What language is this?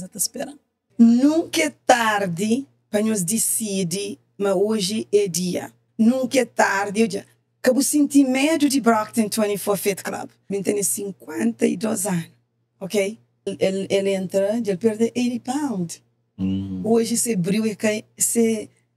Kabuverdianu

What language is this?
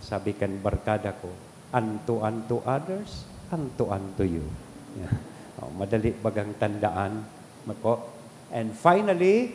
Bikol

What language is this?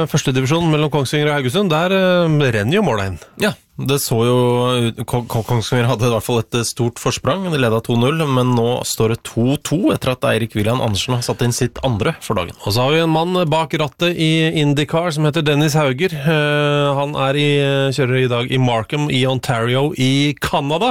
Norwegian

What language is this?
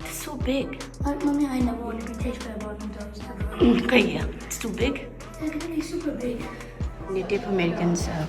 Manipuri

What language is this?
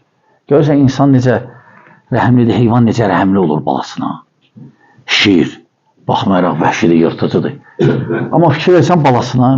Azerbaijani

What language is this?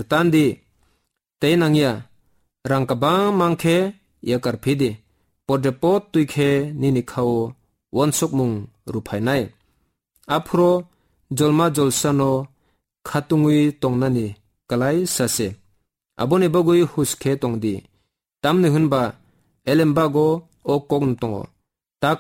Kok Borok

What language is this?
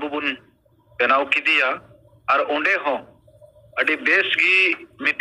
Santali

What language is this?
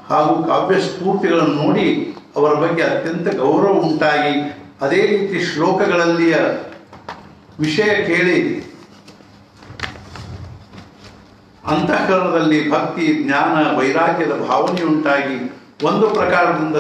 Kannada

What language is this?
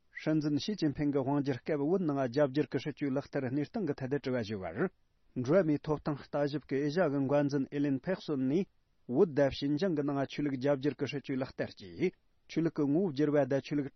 Tibetan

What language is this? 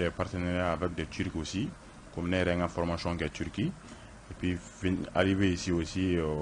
Bambara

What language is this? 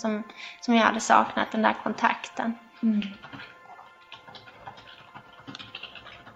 Swedish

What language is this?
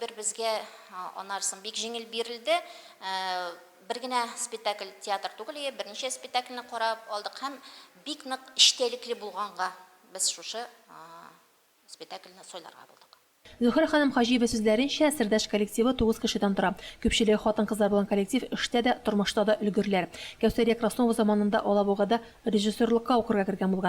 Tatar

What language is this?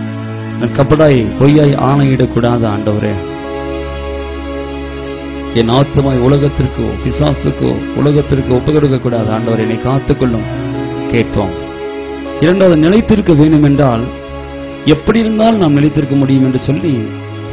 Tamil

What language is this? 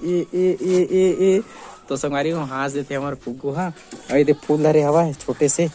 Chhattisgarhi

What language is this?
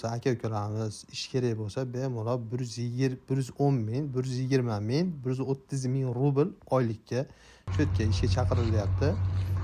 Uzbek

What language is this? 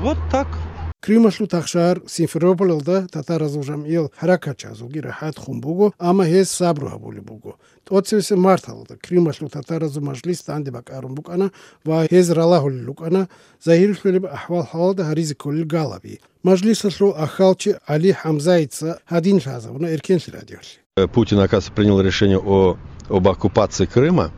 Avaric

